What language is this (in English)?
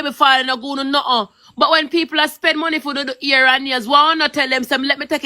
Jamaican Creole English